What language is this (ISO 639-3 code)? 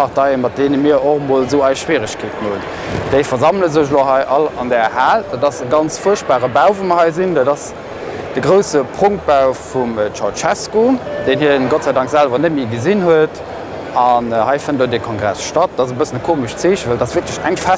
ltz